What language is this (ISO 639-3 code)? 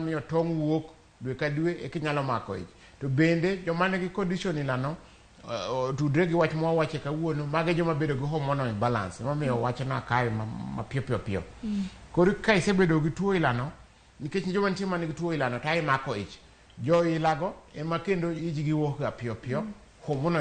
luo